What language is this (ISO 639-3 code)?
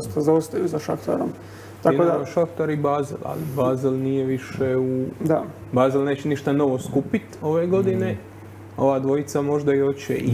hrv